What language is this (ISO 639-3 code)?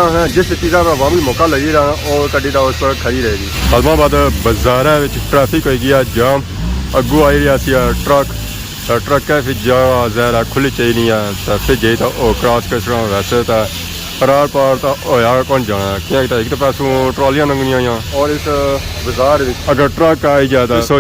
phr